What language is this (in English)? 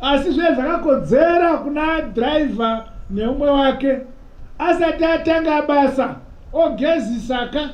Shona